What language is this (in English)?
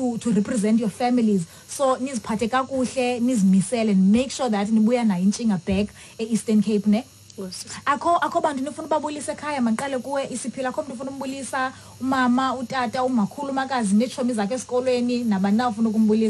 Xhosa